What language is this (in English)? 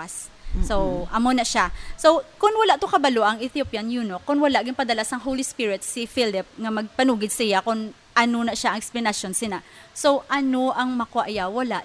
Hiligaynon